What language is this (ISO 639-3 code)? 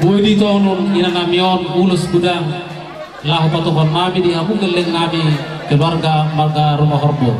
bbc